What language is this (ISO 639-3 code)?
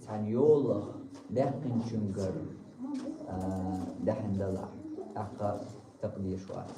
che